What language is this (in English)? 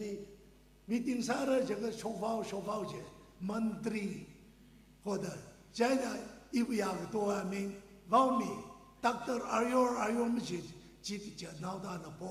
Tangkhul Naga (India)